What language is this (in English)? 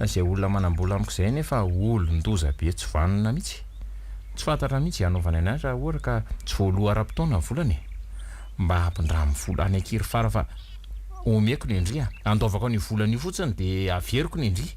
Malagasy